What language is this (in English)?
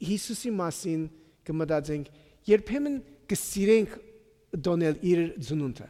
Armenian